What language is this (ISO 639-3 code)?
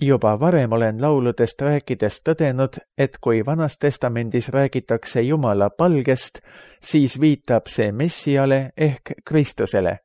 est